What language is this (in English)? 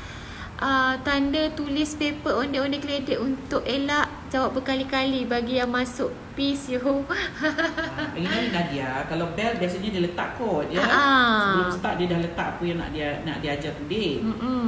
Malay